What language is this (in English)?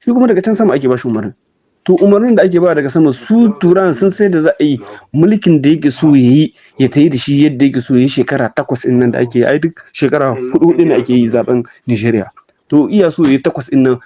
Hausa